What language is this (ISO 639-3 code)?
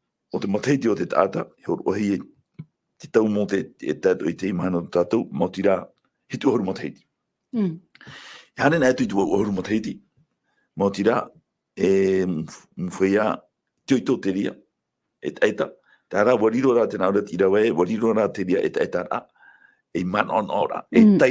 tah